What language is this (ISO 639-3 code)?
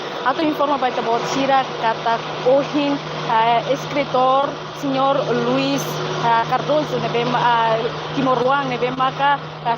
tet